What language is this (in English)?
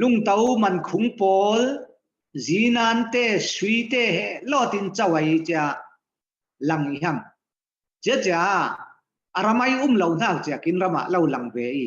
Falam Chin